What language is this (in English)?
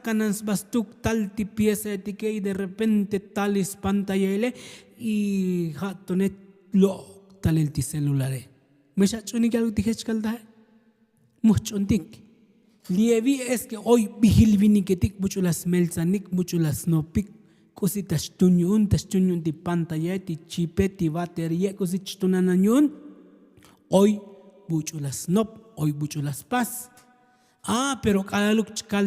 Tzotzil